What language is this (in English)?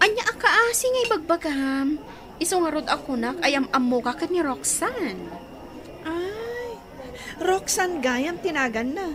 Iloko